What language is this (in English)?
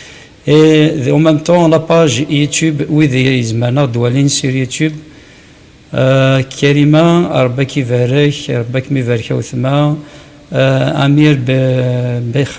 Kabyle